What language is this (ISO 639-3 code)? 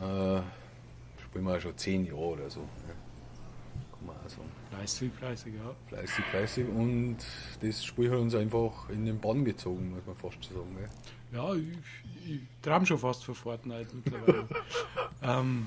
bar